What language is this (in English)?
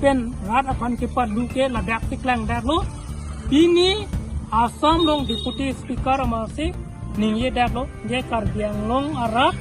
Karbi